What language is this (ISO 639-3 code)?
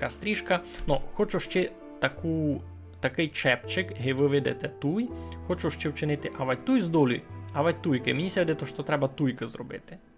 rue